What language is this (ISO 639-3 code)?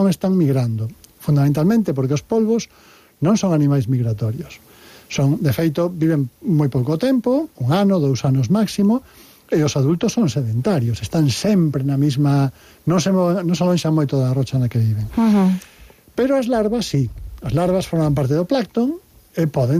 glg